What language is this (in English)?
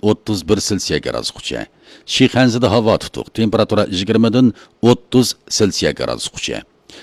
Uyghur